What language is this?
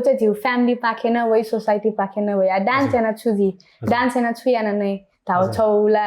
Newari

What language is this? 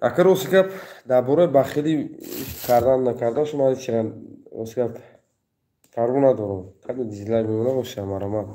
Tajik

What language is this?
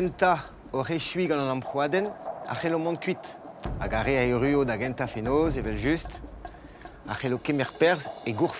Breton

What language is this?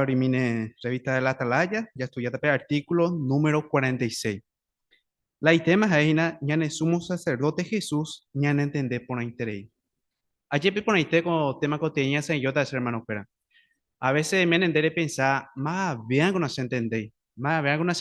Guarani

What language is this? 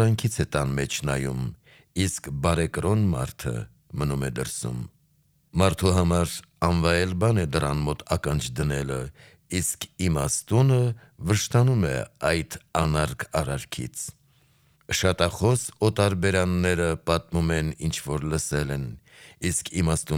Armenian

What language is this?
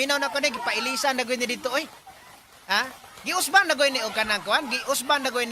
Cebuano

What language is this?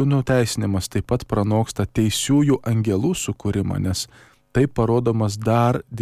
Lithuanian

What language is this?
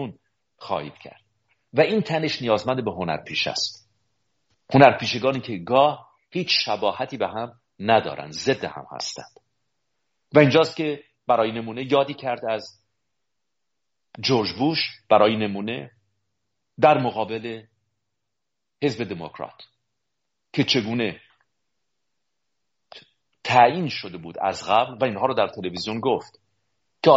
Persian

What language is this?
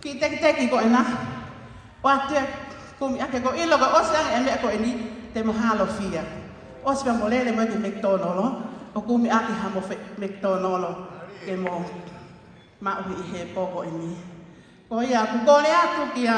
Tongan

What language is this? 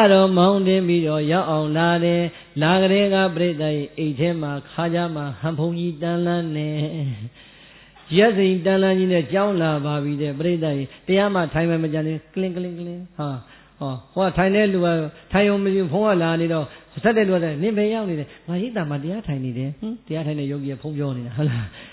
Burmese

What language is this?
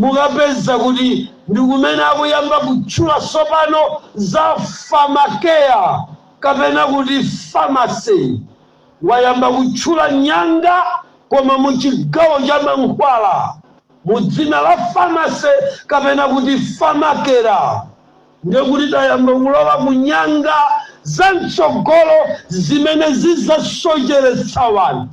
Nyanja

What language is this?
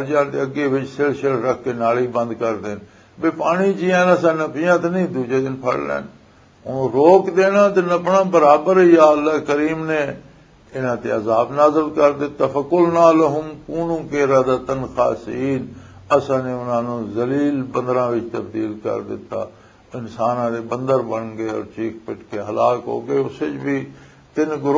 Western Panjabi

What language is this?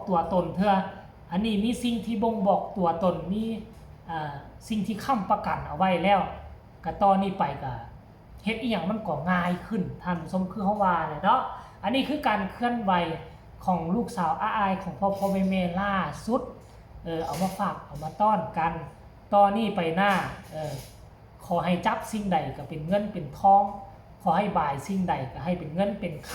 Northeastern Thai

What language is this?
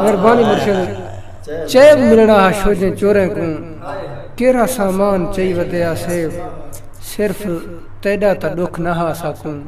Saraiki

